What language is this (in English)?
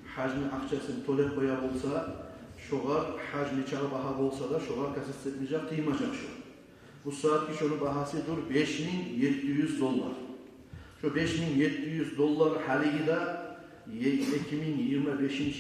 Kumyk